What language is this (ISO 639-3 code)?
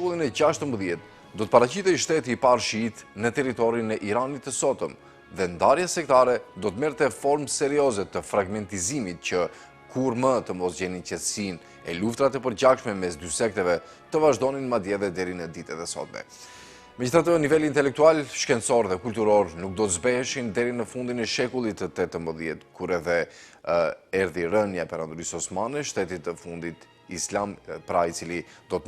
sqi